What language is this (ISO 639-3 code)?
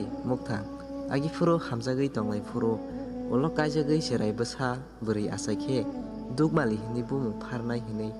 trp